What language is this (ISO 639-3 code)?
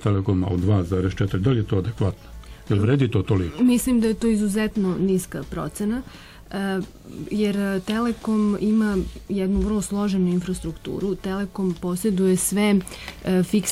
srp